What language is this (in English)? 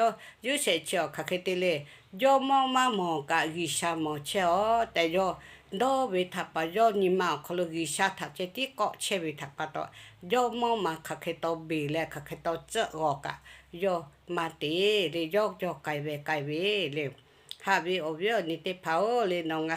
Lahu